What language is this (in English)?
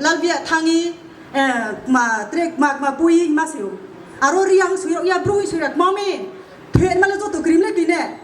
Kok Borok